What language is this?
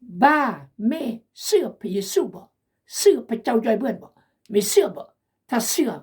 Khmu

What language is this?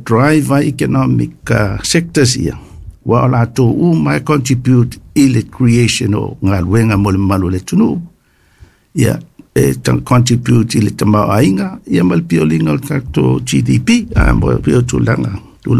Samoan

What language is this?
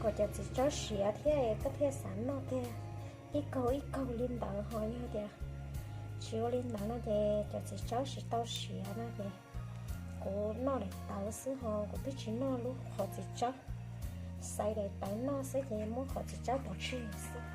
Hmong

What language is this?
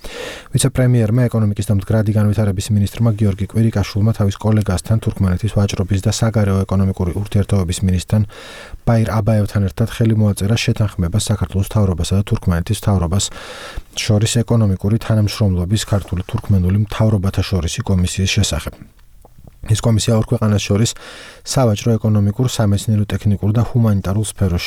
Georgian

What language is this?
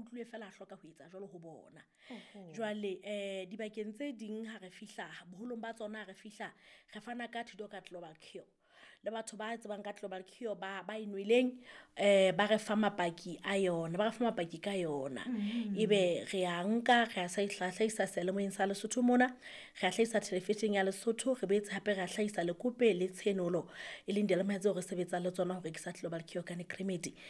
Southern Sotho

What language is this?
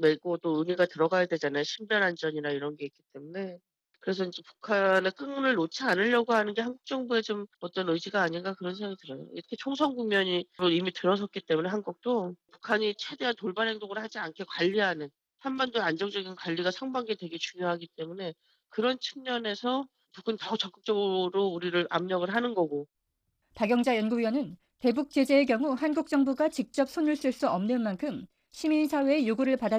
Korean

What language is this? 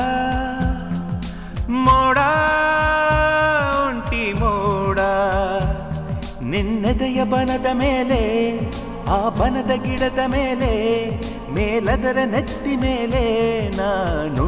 Kannada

